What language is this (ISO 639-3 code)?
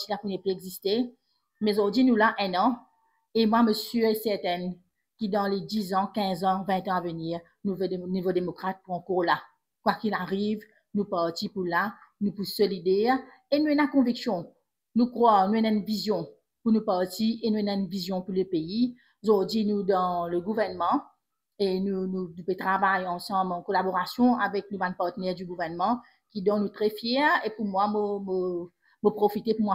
mfe